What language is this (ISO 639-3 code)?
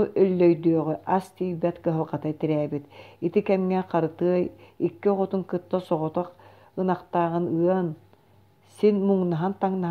sah